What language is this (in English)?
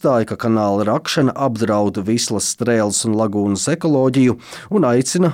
Latvian